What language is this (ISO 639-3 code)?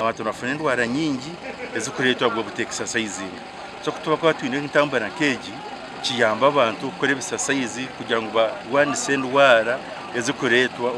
nyn